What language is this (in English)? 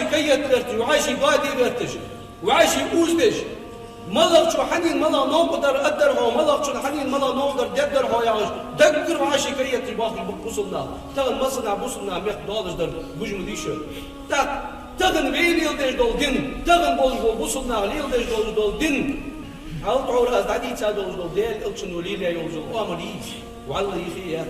Ingush